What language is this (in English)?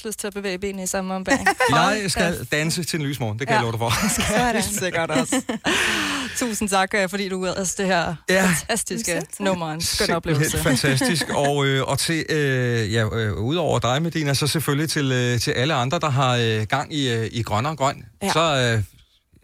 Danish